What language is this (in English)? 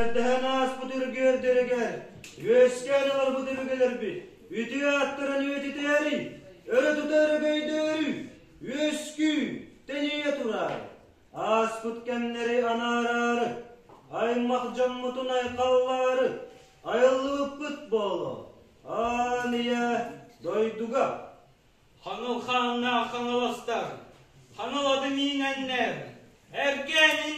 Yakut